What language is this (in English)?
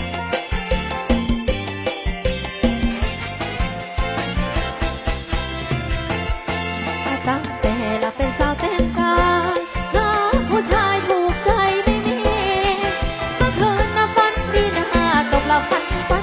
Thai